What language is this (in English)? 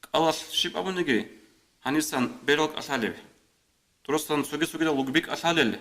Avaric